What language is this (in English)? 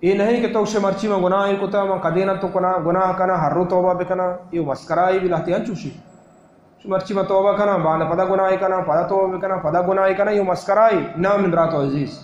Baluchi